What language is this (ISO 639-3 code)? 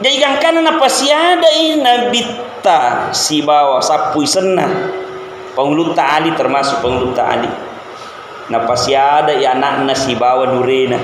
bug